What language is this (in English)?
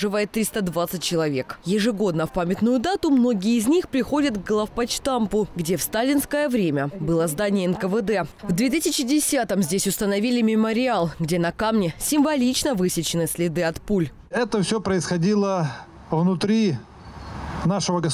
Russian